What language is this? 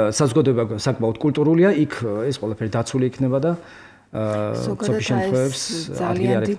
Georgian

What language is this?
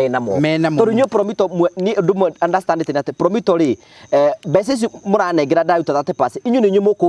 Kikuyu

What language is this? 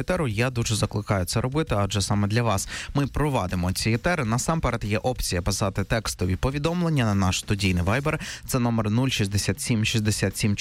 Ukrainian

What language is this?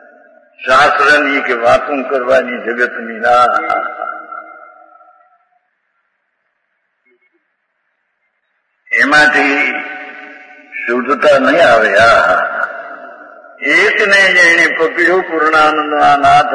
Gujarati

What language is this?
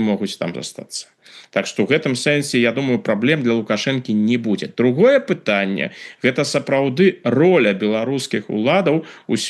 Belarusian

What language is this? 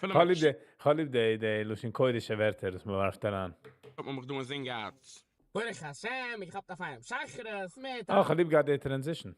Yiddish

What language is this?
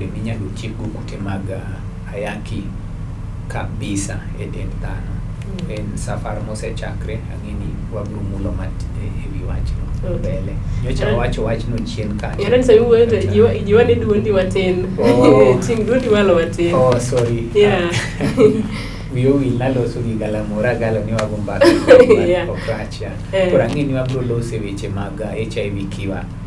Luo (Kenya and Tanzania)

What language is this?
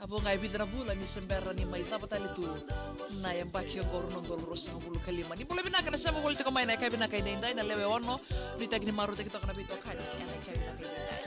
Fijian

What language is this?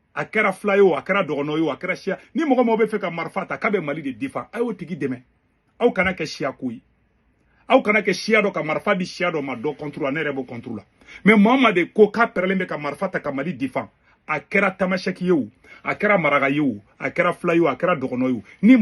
Bambara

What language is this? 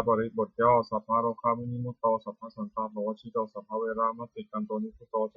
Pali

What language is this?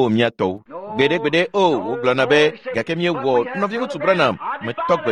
Ewe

